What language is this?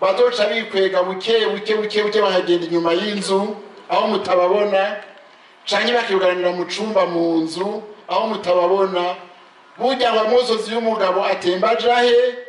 Rundi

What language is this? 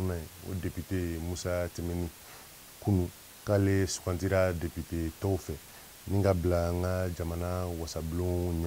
Bambara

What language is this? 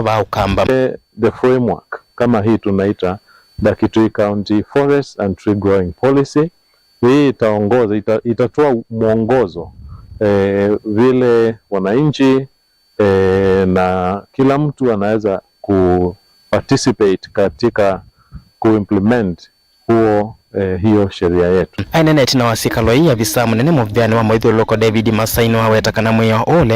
Kamba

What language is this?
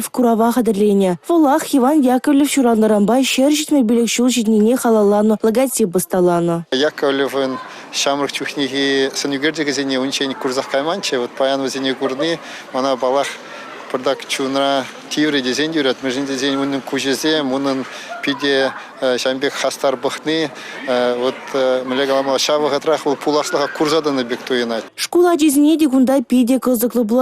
Chuvash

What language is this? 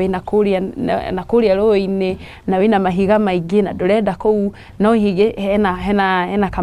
Kikuyu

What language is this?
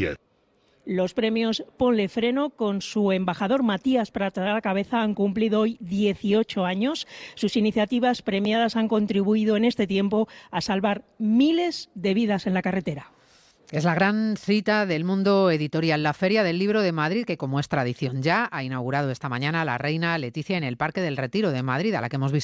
Spanish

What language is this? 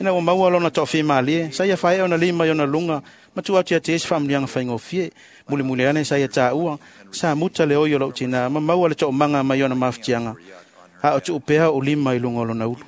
Samoan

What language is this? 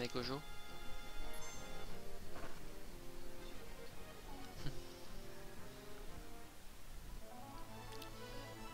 French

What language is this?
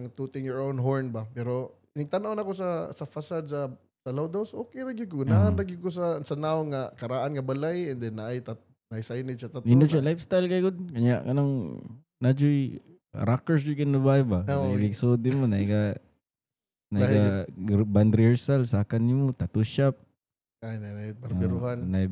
Cebuano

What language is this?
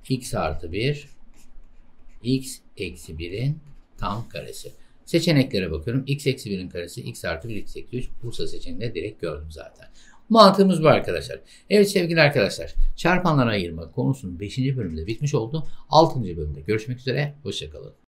Turkish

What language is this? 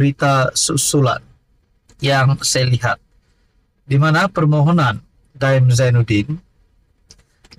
Malay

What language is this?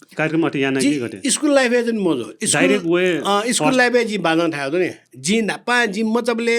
Newari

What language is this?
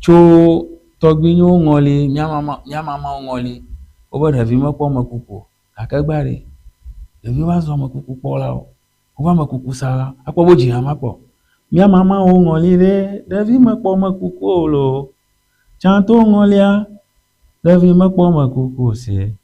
Ewe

